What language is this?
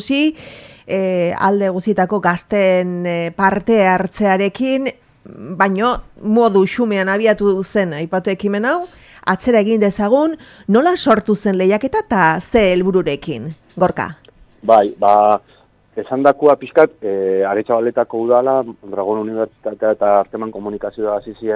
Basque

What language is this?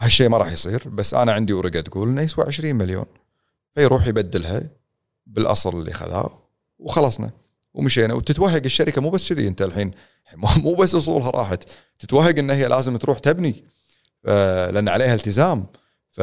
Gulf Arabic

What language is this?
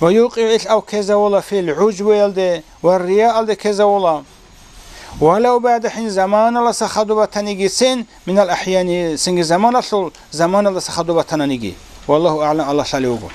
Avaric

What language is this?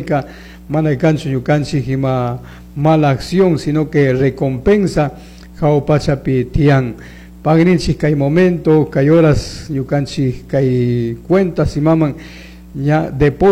Chimborazo Highland Quichua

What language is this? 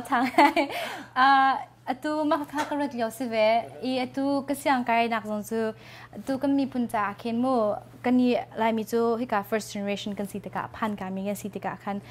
Hakha Chin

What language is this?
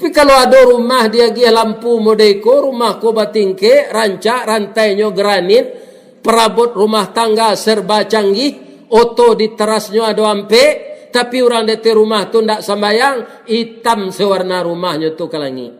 Minangkabau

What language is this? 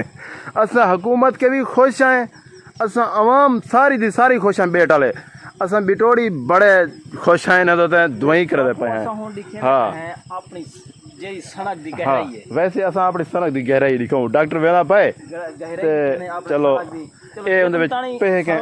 Saraiki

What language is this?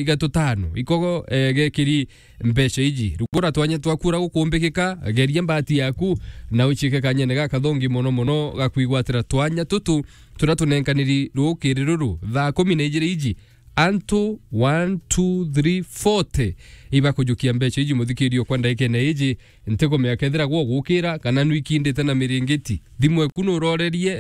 Meru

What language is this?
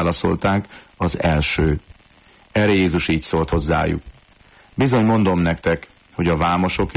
Hungarian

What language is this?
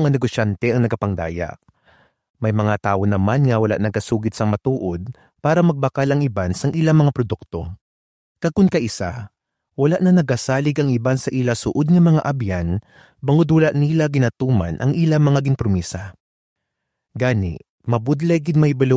Hiligaynon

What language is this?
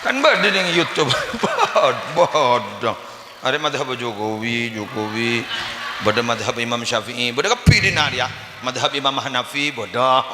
Madurese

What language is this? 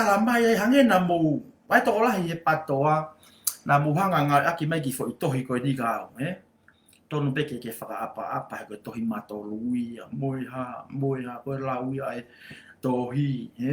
Tongan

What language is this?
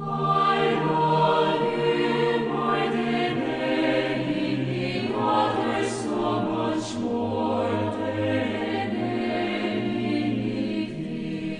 South Bolivian Quechua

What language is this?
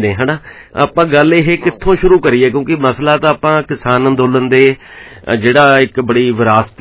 Punjabi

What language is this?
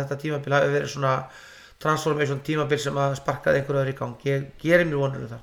Icelandic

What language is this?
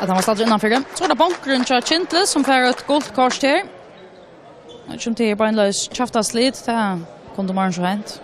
Faroese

